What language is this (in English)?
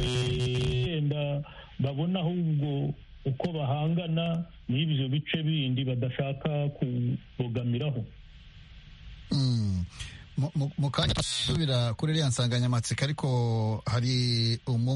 Kinyarwanda